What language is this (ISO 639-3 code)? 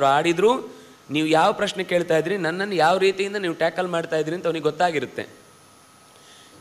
kan